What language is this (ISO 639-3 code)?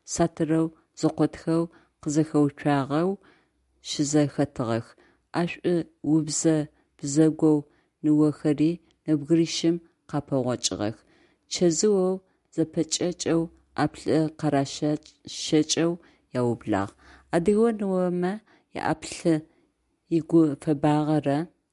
ady